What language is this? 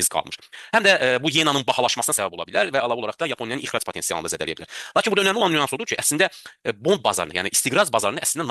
Azerbaijani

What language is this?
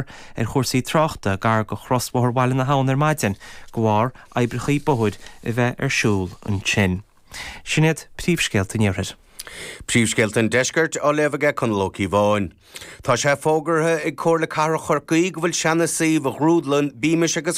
Irish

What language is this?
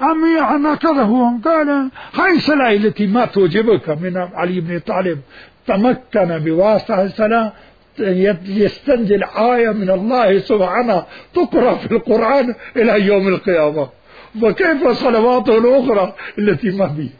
Mesopotamian Arabic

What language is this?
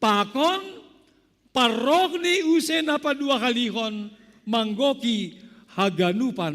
Batak Simalungun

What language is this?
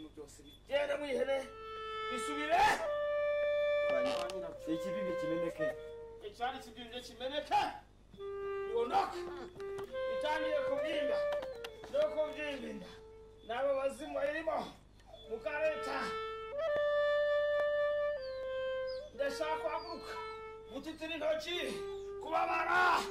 Kinyarwanda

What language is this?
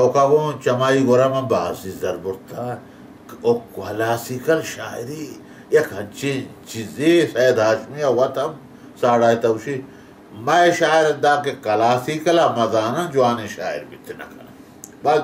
Baluchi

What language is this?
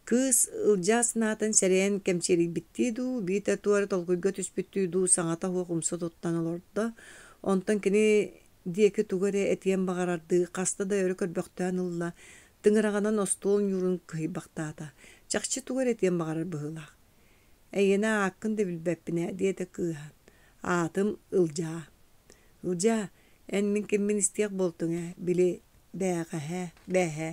Yakut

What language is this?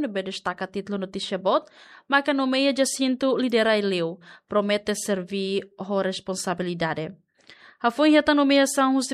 Tetum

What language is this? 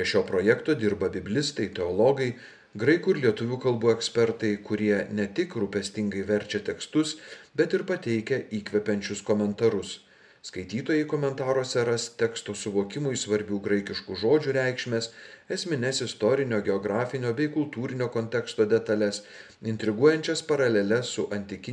Lithuanian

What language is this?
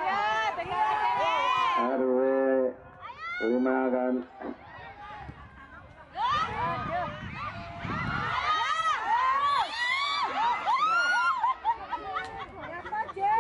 Indonesian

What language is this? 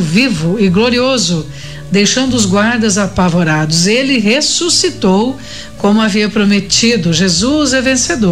Portuguese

